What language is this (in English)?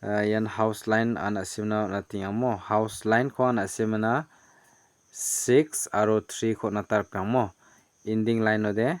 Garo